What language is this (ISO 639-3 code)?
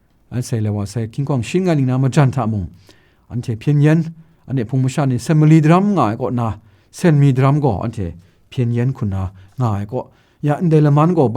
kac